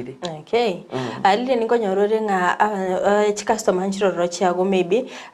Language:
Gusii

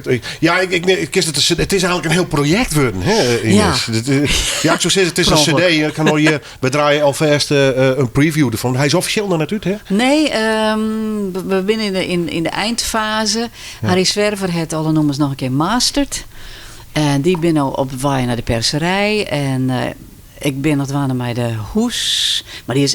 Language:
Western Frisian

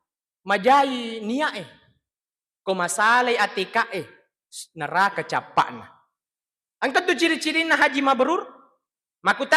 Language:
Buginese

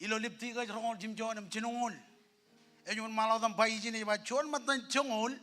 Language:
Marshallese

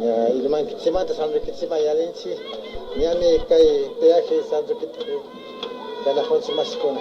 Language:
Imbabura Highland Quichua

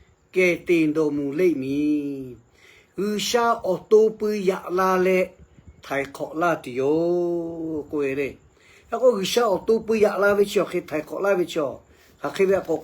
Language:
Lahu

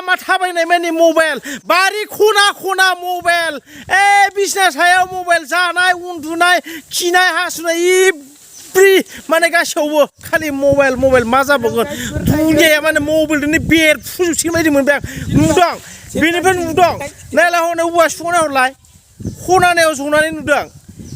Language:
Bodo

